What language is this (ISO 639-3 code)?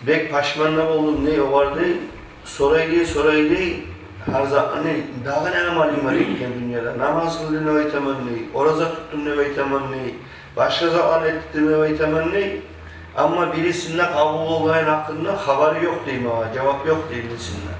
kum